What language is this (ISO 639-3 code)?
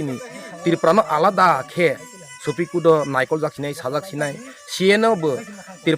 ria